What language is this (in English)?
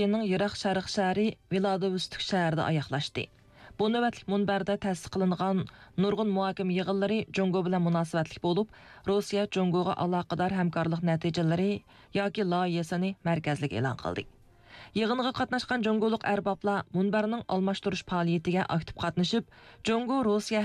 Uyghur